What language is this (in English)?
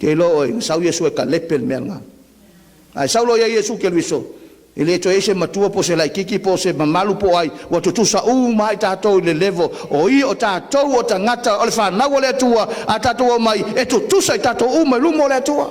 Samoan